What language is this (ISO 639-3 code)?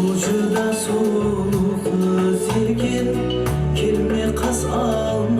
kaa